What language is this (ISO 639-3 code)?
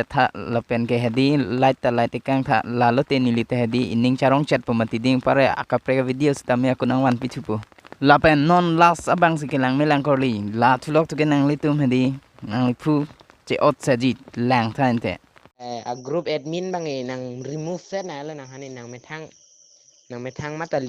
mjw